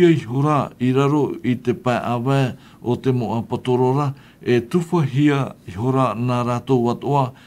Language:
Tahitian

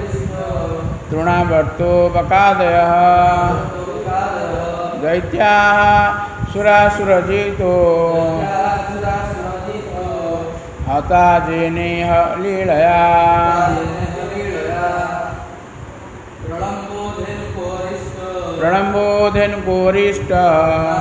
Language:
Odia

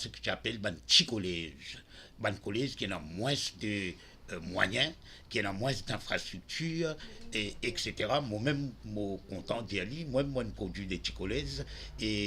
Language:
Morisyen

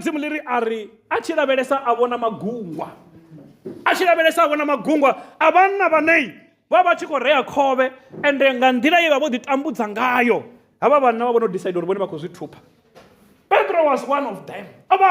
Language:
Venda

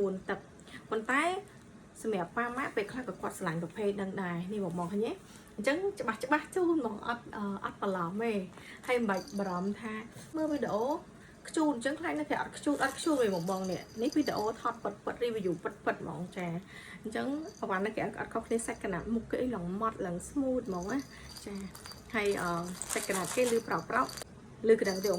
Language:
Khmer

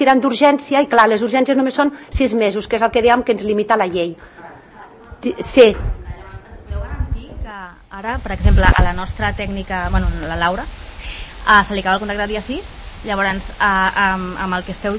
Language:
Catalan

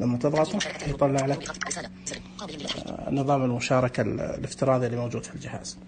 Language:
Najdi Arabic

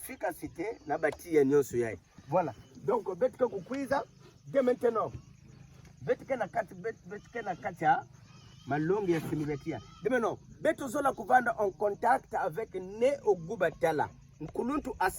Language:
Kituba (Democratic Republic of Congo)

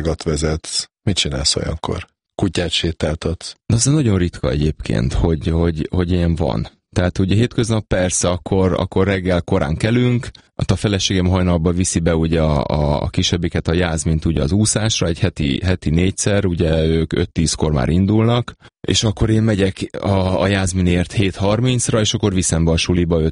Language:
Hungarian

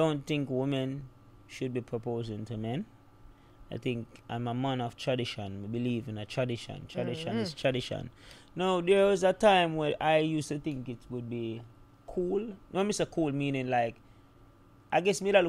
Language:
Jamaican Creole English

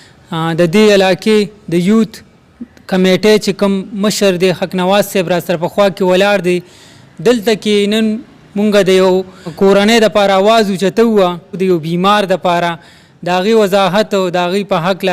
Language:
Pashto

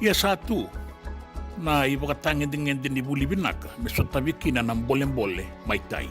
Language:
Fijian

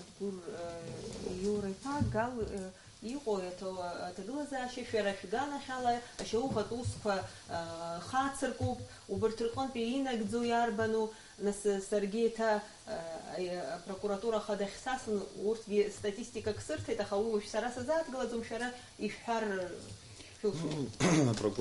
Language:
Abkhazian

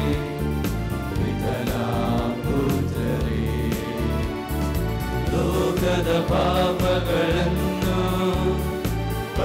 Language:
Kannada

